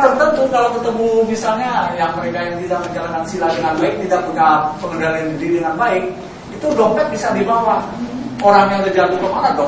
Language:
Indonesian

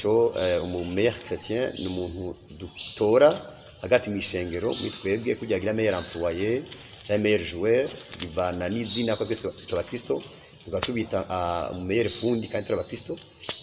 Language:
Rundi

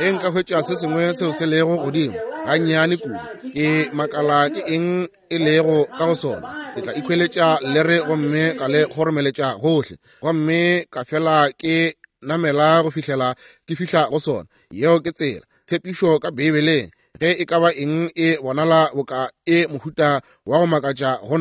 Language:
Northern Sotho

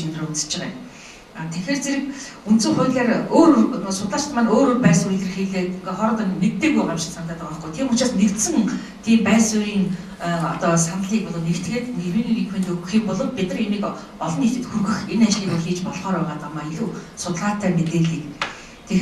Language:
Mongolian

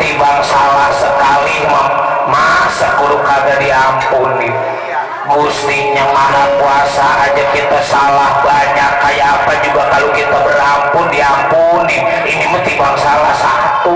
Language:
Betawi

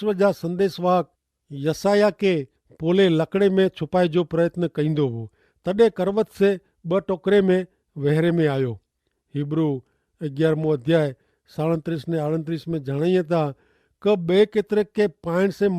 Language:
Kachhi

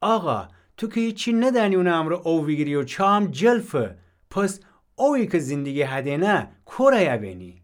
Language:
Gilaki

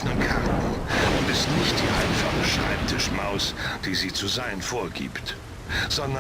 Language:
Bavarian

